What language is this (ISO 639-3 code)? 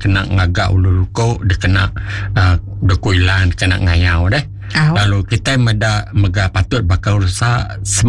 iba